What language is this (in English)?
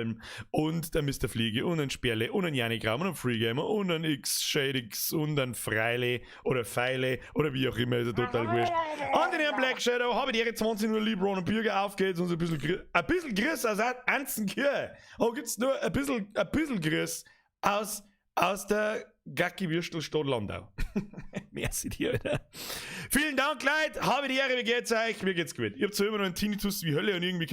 Bavarian